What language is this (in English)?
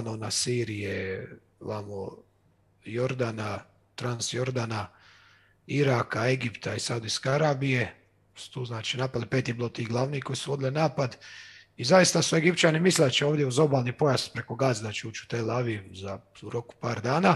Croatian